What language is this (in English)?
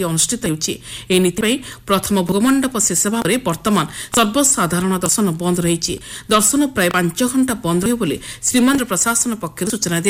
Odia